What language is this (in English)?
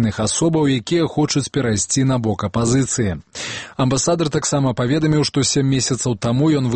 Belarusian